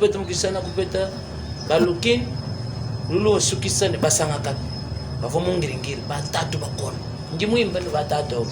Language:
Luba-Lulua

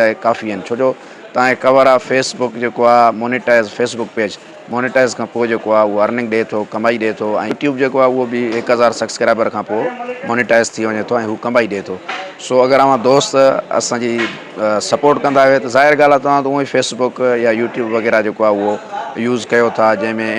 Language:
Sindhi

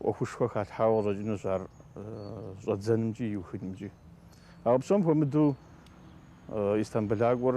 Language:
Kabardian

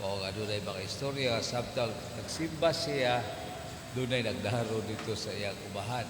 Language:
Cebuano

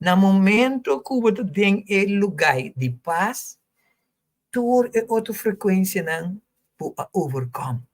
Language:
Papiamento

